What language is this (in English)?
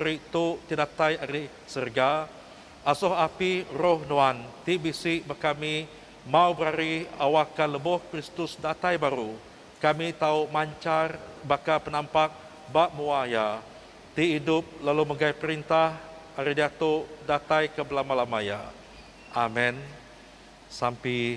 Iban